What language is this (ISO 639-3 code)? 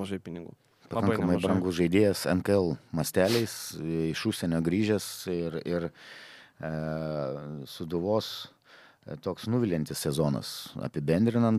lit